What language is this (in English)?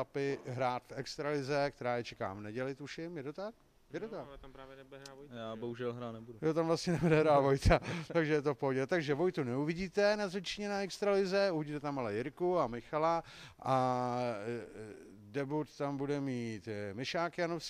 Czech